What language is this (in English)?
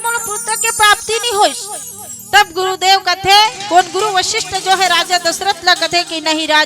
Chhattisgarhi